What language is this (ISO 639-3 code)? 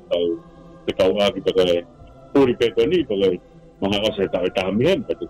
ton